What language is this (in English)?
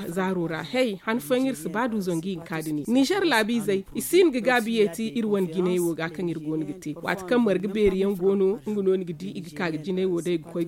Zarma